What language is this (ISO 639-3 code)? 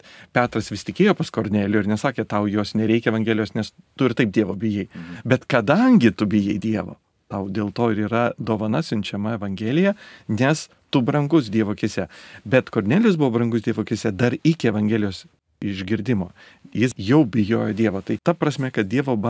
lit